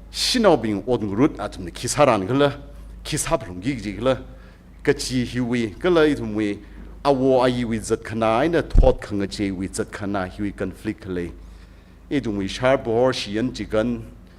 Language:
Tangkhul Naga (India)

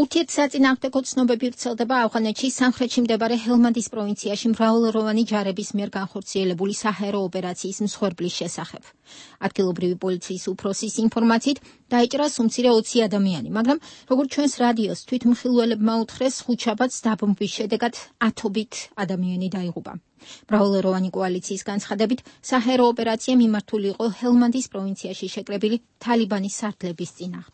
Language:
Georgian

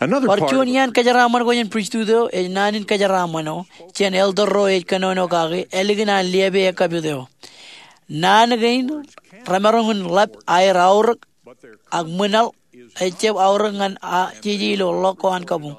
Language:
Marshallese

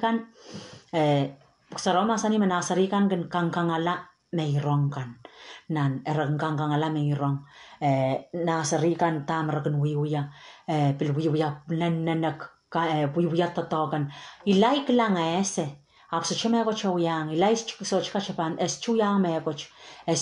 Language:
Pohnpeian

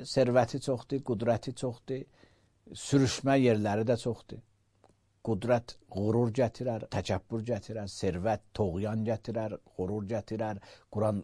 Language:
Azerbaijani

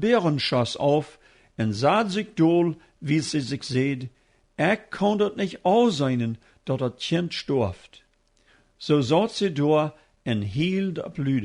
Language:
Plautdietsch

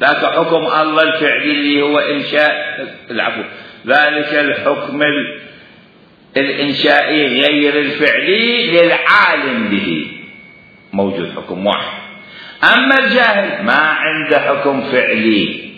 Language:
Mesopotamian Arabic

